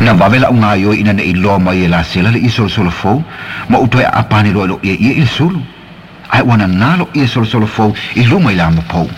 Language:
Samoan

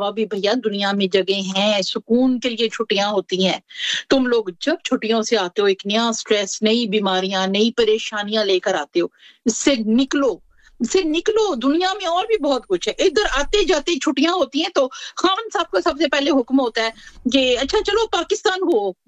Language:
Urdu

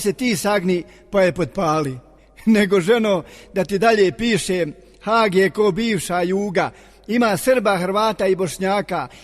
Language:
Bosnian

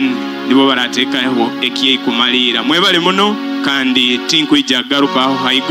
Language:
Nyoro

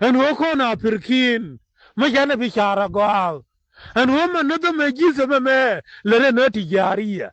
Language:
Nuer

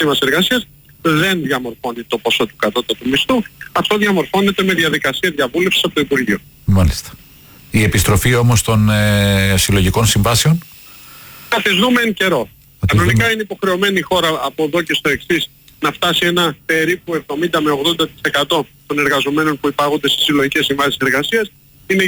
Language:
Greek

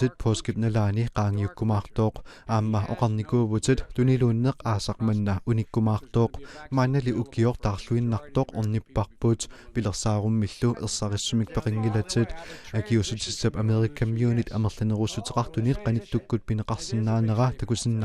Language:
Kalaallisut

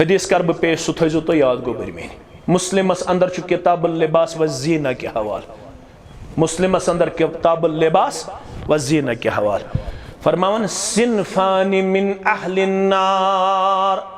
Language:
Kashmiri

